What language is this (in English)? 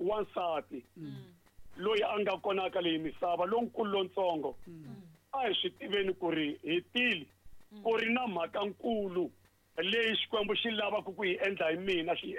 Tsonga